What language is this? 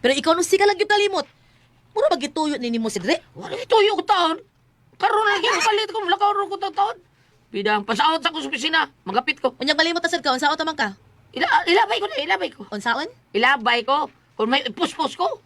Cebuano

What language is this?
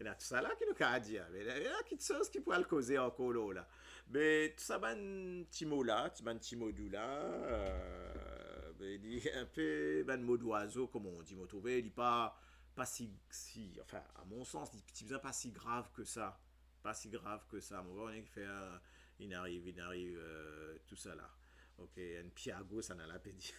Morisyen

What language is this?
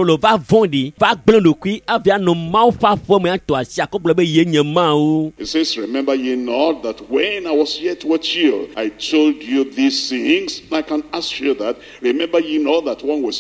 Ewe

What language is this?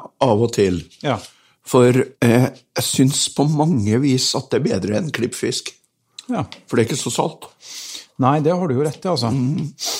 Norwegian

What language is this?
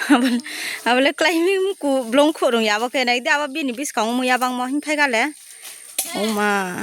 Riang (India)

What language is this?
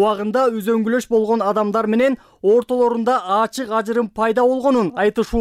Kyrgyz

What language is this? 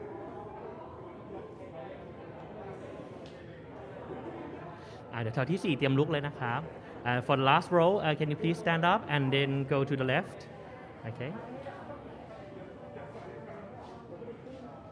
Thai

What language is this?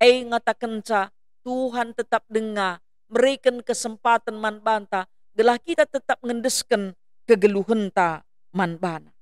Batak Karo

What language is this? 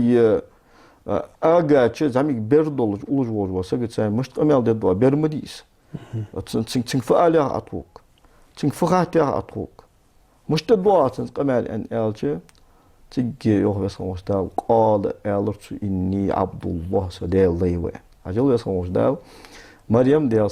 Ingush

